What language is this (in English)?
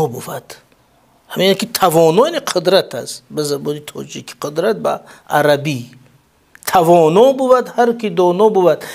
Tajik